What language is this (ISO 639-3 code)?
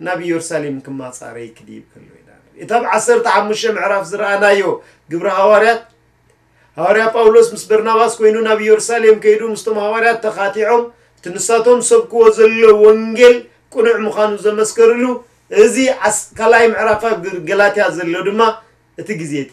tir